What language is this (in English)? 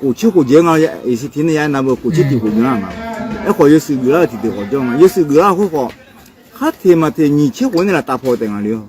Akha